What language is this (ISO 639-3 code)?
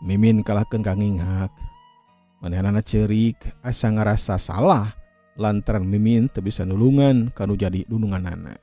sun